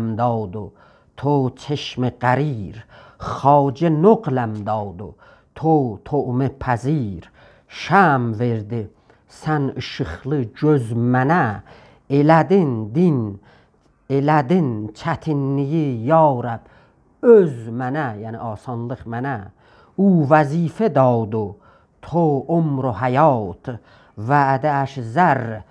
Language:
South Azerbaijani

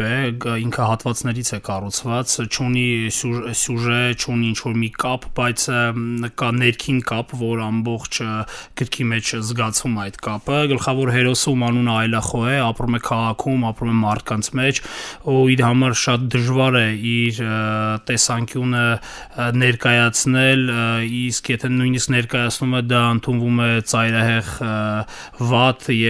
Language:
Armenian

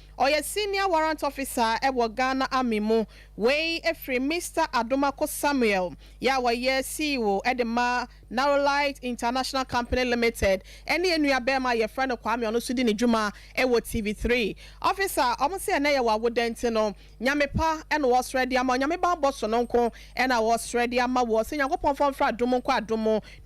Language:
Akan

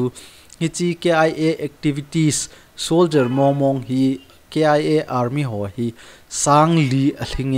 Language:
Thado Chin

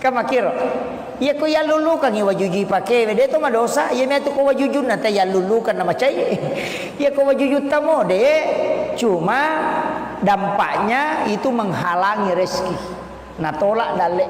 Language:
Buginese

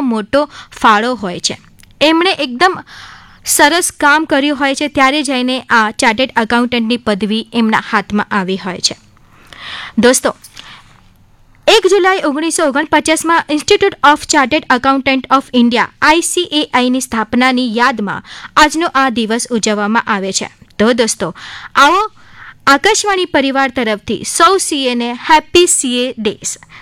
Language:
Gujarati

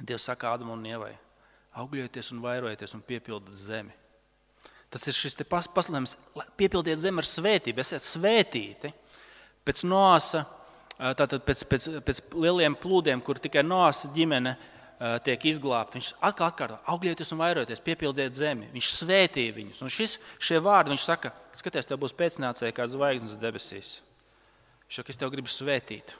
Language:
Latvian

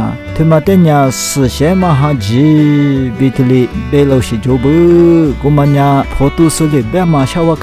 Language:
Lisu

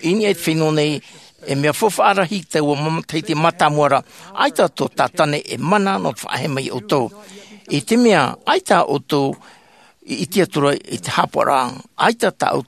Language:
Tahitian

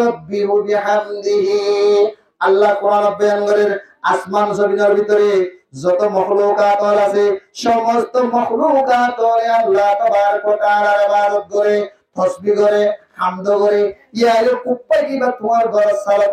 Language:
Rohingya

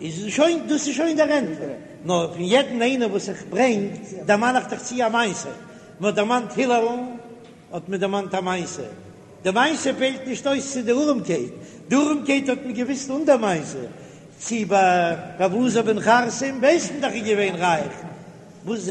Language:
Yiddish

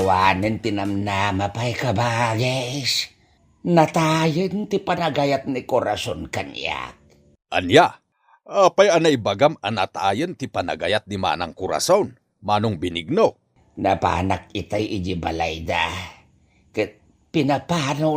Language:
Iloko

